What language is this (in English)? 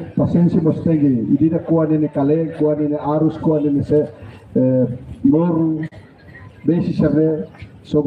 Tetum